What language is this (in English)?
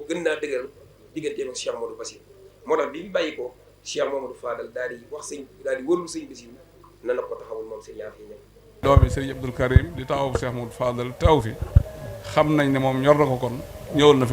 Wolof